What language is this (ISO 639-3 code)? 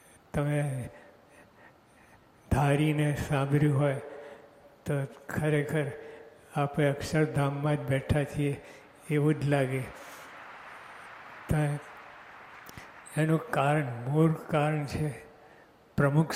guj